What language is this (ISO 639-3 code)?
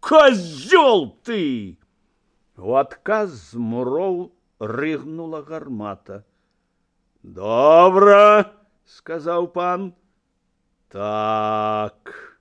bel